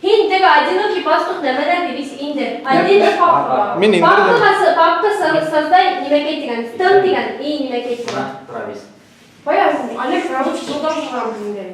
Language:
Bashkir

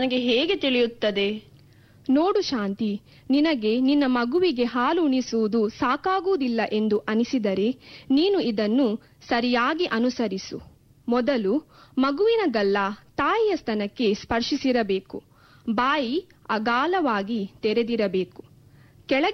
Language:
Kannada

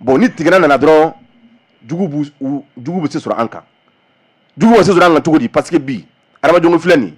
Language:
Bambara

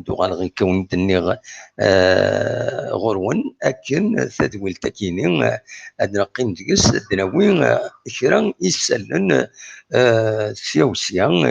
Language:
Kabyle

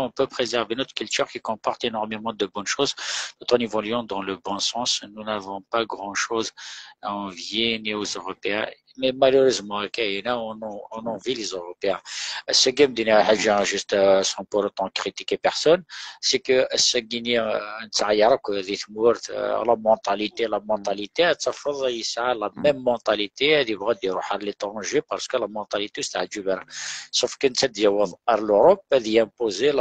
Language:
Kabyle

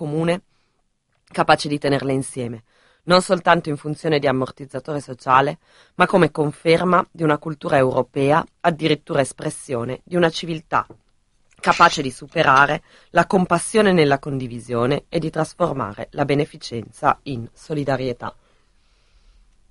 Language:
Italian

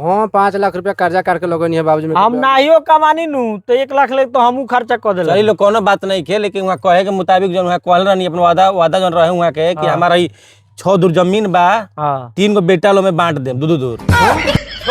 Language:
Bhojpuri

